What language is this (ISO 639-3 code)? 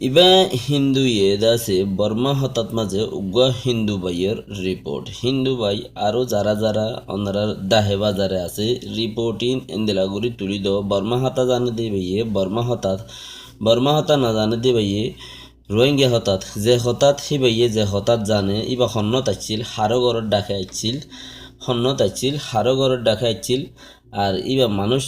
rhg